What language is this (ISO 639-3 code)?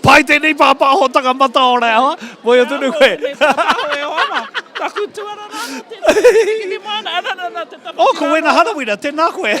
mri